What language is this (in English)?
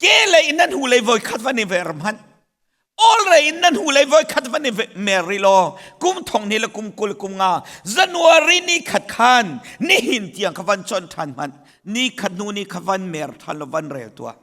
Hakha Chin